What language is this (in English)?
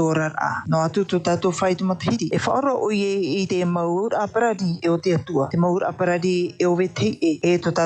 Tahitian